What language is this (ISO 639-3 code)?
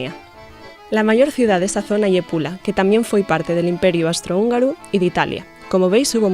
ast